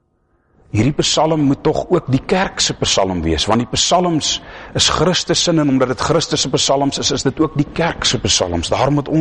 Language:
Afrikaans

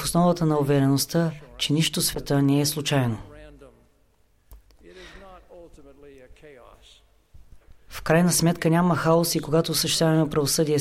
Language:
Bulgarian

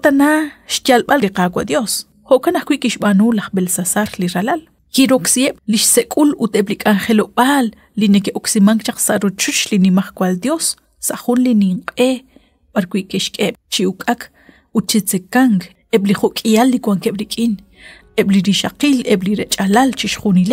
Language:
Kekchí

